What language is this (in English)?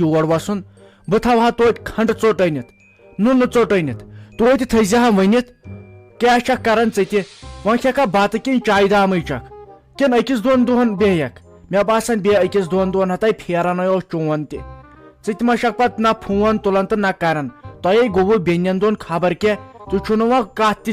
Kashmiri